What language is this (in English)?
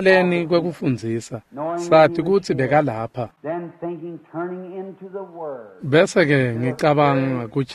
Swati